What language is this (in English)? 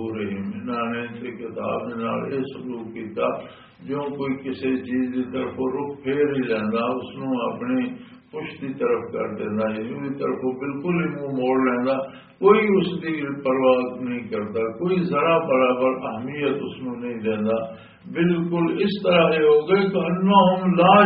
Western Panjabi